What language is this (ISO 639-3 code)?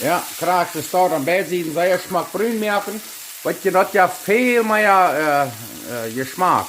pdt